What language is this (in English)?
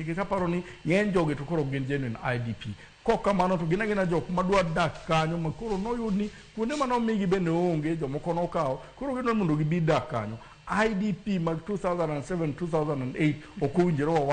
Luo (Kenya and Tanzania)